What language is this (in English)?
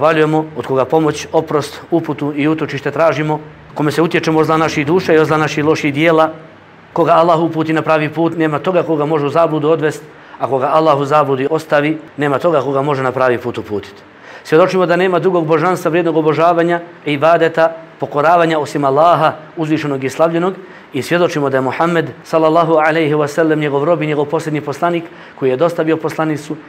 Bosnian